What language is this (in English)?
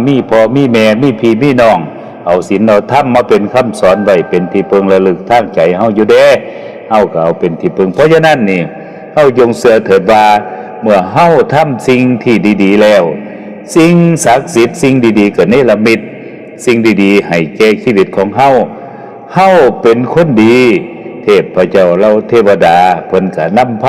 Lao